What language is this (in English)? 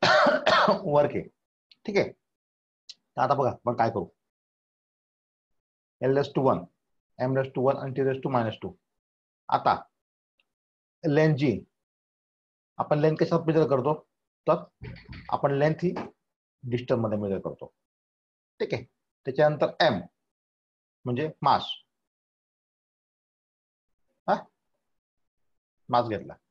Marathi